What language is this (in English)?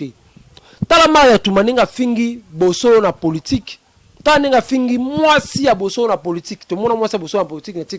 Lingala